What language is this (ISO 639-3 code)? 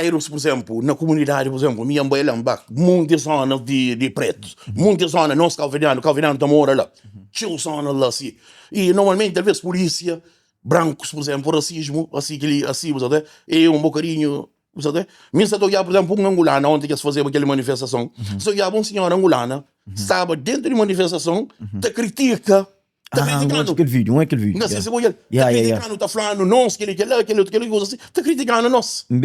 kea